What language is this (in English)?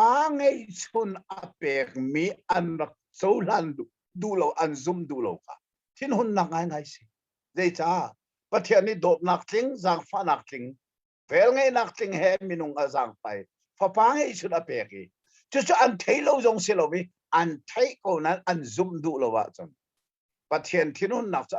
Hakha Chin